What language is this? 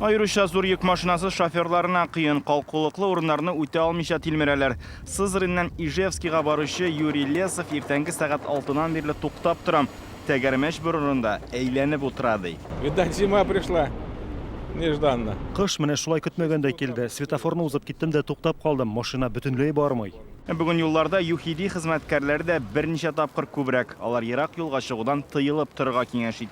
Tatar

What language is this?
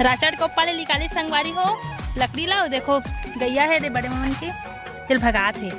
Chhattisgarhi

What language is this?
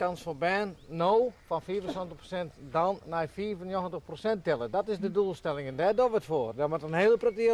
Western Frisian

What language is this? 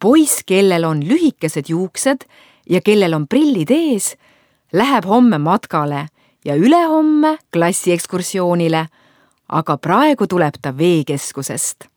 Estonian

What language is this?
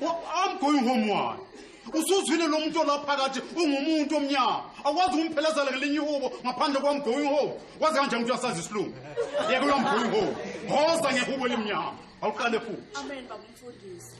Zulu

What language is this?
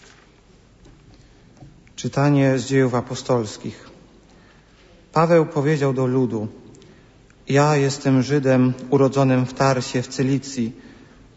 Polish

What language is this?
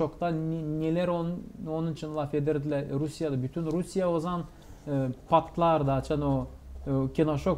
Gagauz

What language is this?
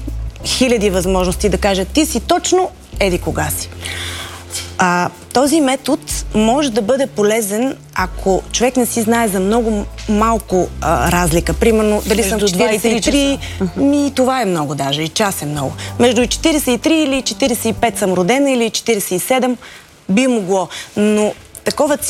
Bulgarian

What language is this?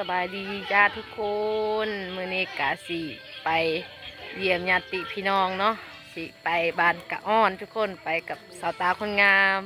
Lao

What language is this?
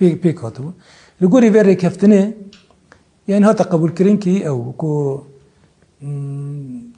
Kurdish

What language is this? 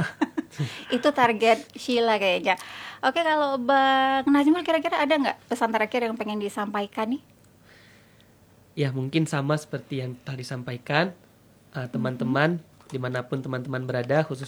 Indonesian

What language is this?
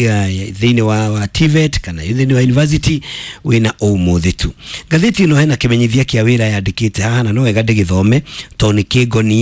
Kikuyu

